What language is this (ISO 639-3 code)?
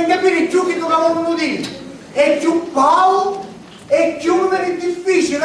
scn